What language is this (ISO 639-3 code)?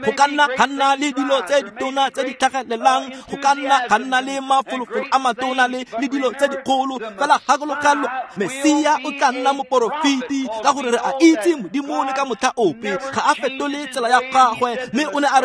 tsn